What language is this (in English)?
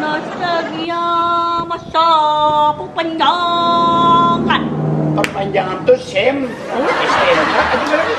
Banjar